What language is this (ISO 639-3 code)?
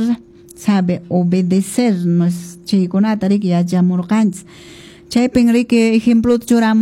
que